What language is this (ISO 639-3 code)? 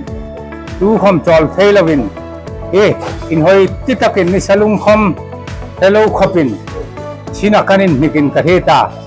hmr